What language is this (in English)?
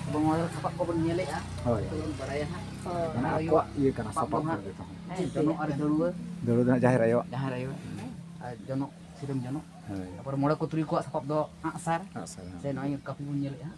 Santali